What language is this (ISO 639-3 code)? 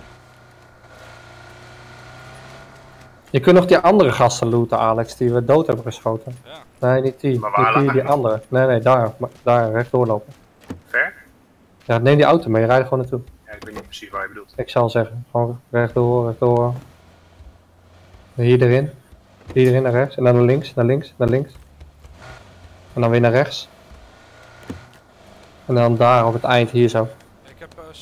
nld